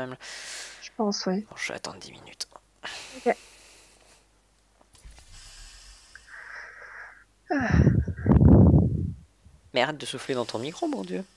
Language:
French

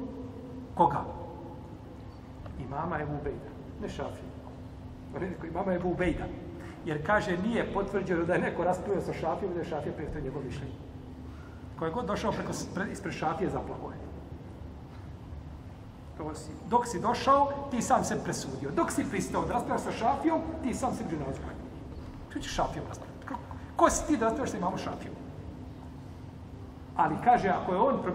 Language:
Bosnian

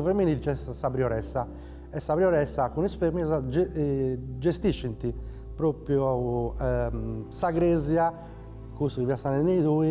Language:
Sardinian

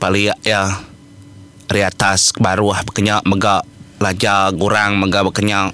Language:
Iban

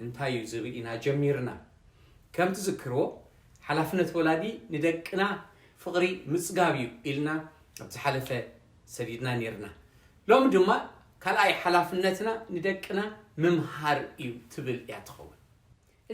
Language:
Tigrinya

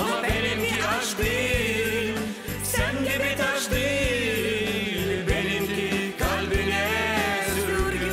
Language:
Gagauz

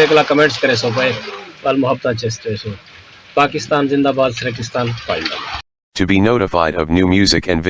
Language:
Saraiki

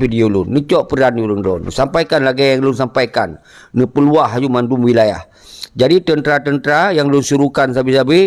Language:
Achinese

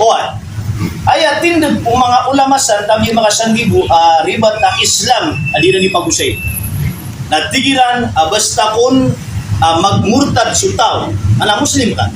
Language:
Maranao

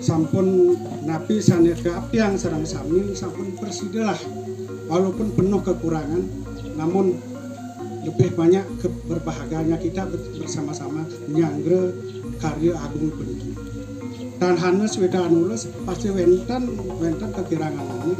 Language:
Balinese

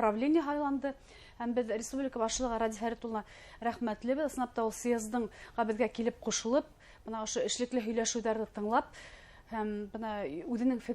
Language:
Bashkir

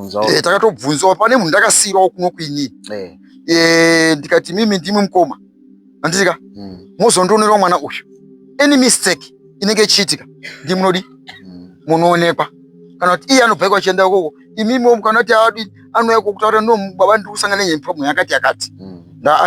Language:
Shona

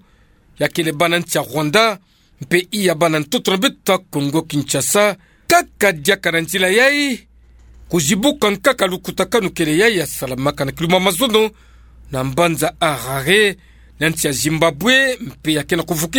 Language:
Kituba (Democratic Republic of Congo)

